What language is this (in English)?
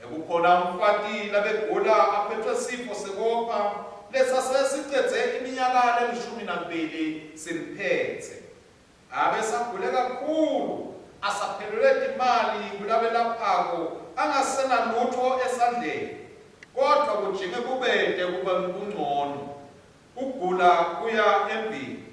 Swati